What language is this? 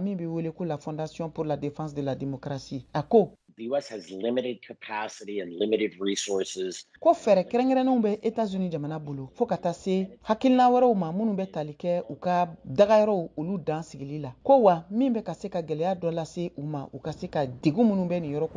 Bambara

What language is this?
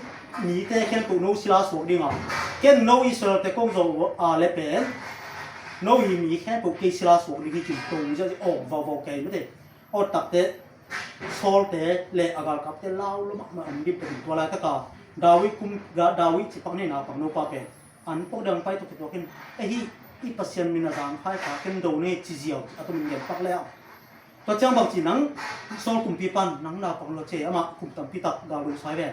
Tedim Chin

